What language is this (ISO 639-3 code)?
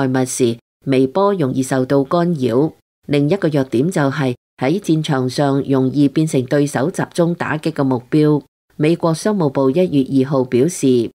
yue